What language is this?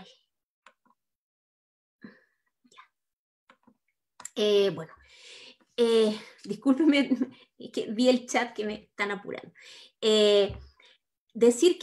Spanish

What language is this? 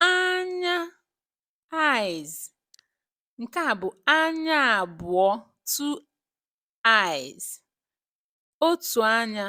Igbo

